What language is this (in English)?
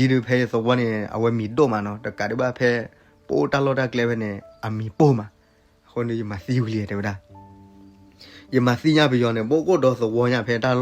S'gaw Karen